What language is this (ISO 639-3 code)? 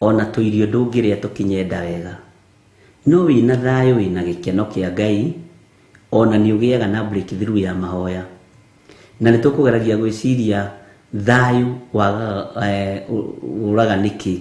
kik